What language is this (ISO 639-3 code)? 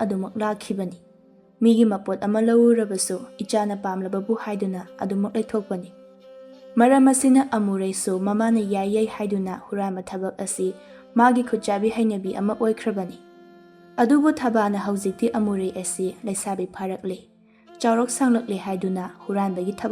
mni